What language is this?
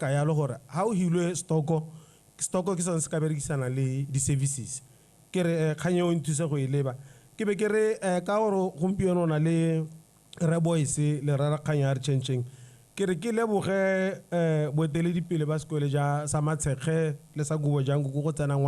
Tswana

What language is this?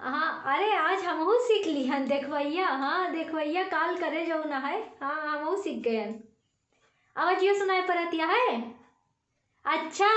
Awadhi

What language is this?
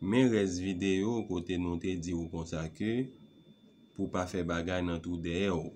Haitian Creole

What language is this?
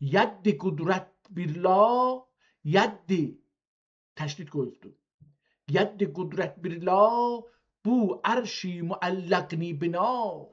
South Azerbaijani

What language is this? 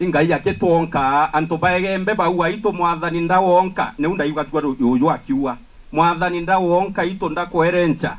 Meru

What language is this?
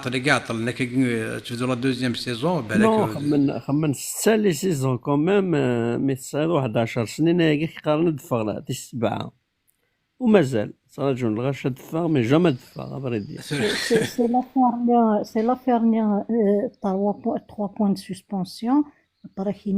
Kabyle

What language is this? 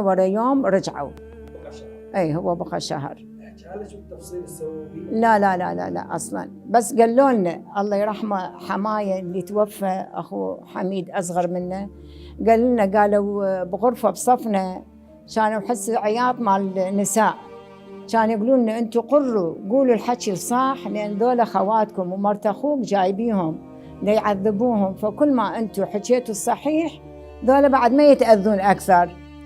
Mesopotamian Arabic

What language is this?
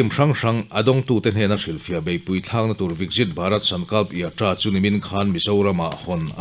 Mizo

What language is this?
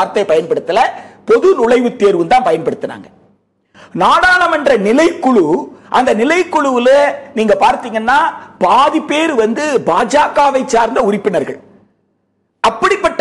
Tamil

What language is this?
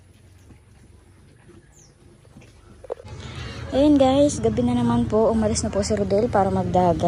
Filipino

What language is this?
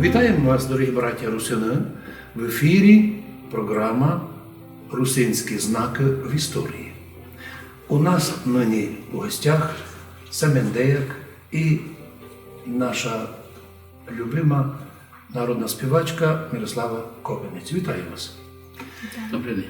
Rusyn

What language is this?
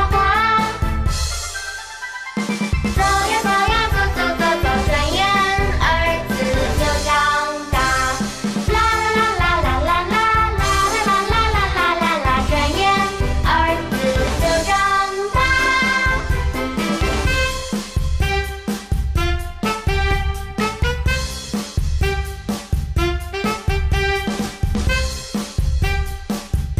Chinese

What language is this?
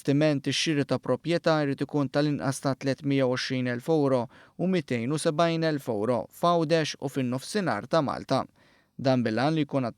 Maltese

